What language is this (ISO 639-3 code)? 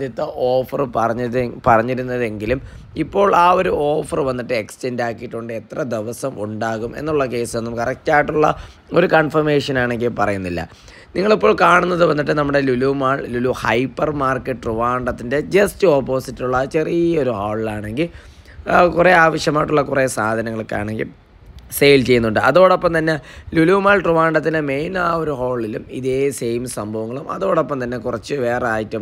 mal